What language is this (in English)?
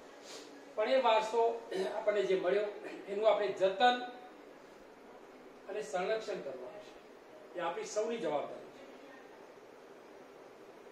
Gujarati